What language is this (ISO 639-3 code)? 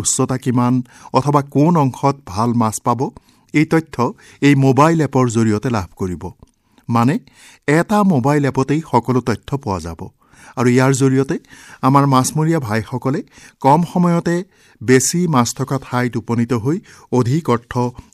asm